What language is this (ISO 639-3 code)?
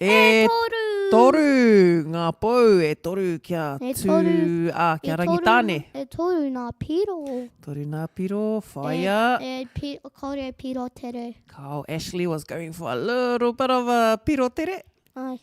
mri